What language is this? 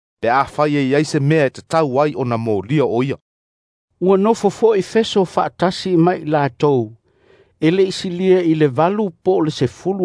Samoan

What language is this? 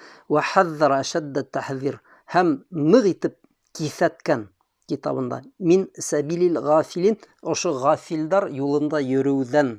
Bashkir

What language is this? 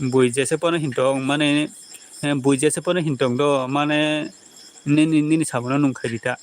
Kok Borok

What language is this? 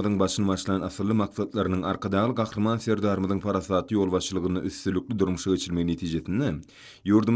Turkmen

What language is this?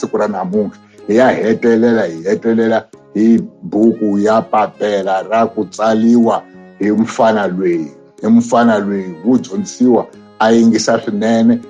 Tsonga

